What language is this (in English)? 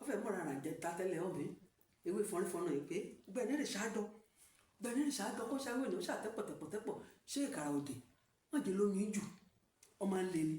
Yoruba